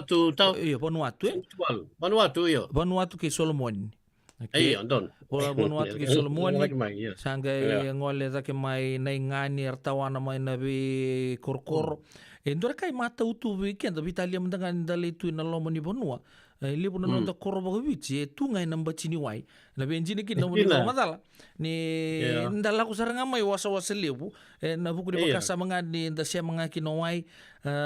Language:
Fijian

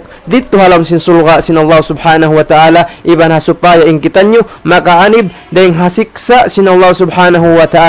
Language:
Tausug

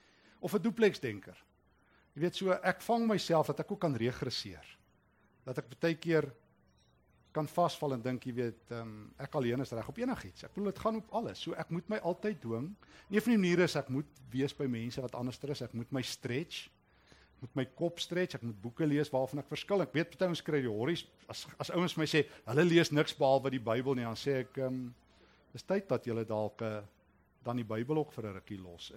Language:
Afrikaans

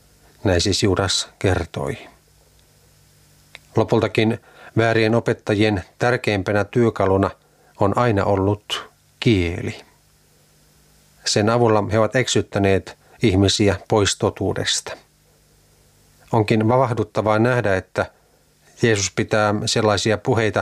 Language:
Finnish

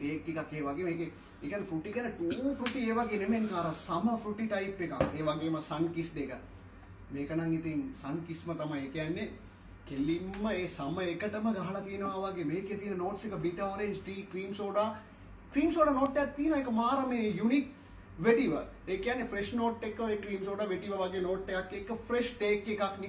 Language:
Sinhala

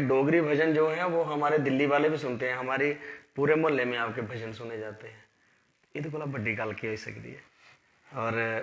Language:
Dogri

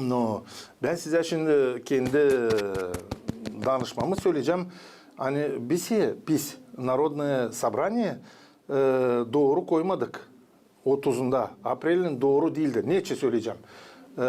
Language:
Gagauz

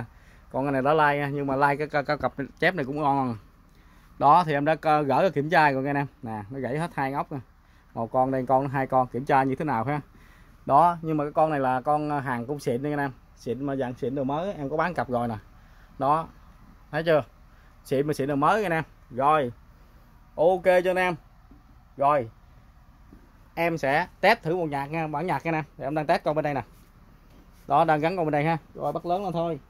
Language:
Vietnamese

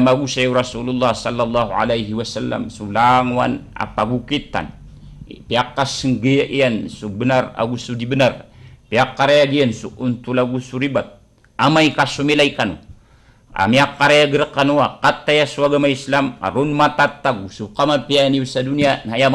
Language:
Maranao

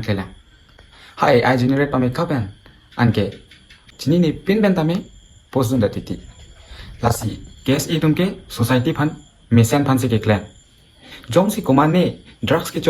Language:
Karbi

